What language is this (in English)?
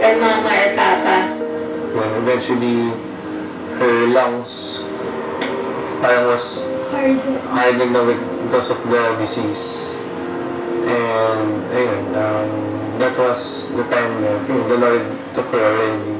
Waray